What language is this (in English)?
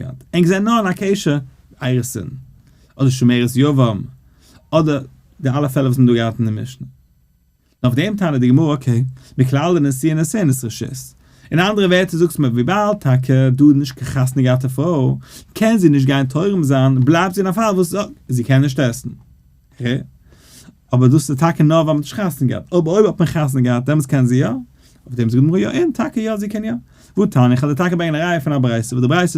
Yiddish